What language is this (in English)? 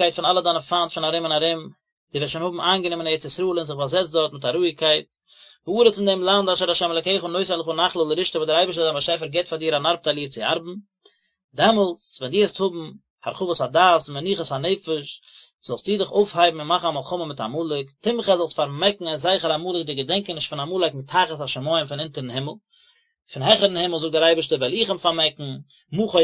Yiddish